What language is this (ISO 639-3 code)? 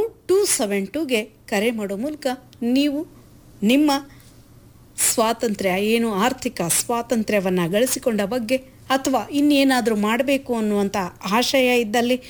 kan